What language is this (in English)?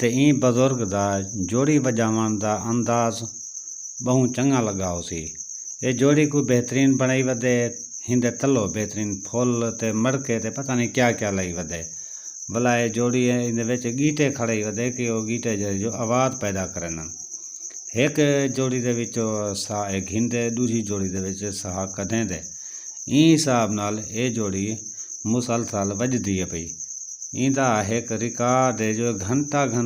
Saraiki